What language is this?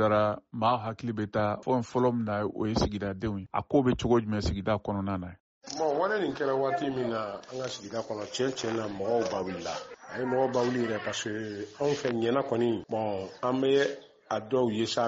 Bambara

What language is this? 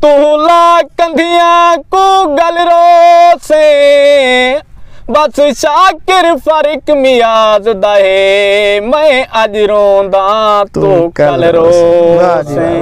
Saraiki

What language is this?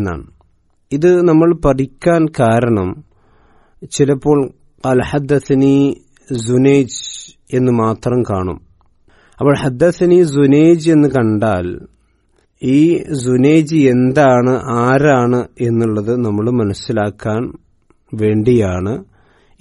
Malayalam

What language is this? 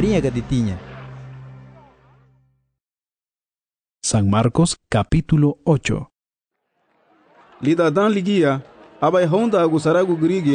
Garifuna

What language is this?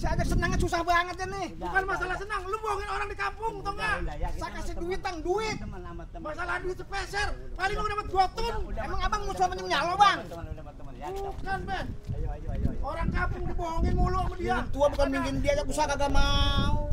Betawi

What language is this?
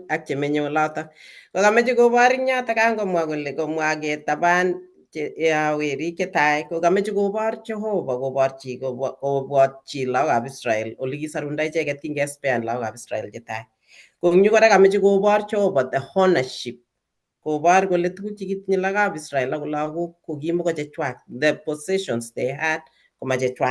Kalenjin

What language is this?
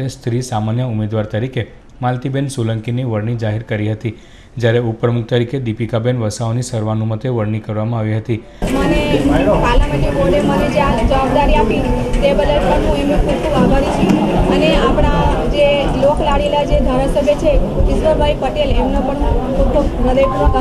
Gujarati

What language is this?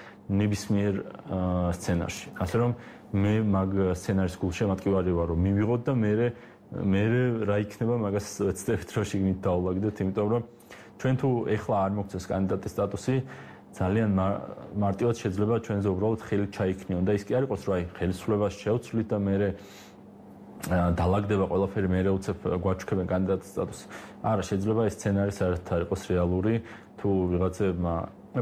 Georgian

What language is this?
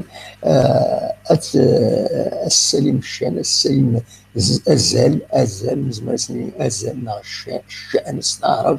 Kabyle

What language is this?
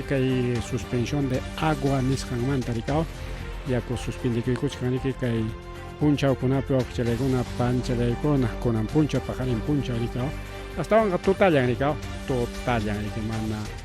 Ayacucho Quechua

